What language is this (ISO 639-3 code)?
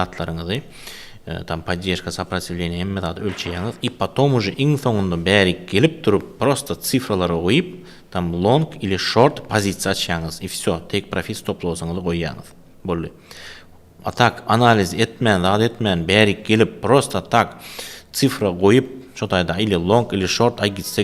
tuk